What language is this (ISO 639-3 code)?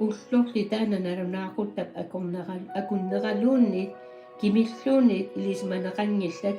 kal